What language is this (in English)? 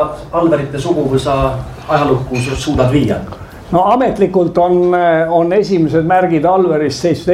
Estonian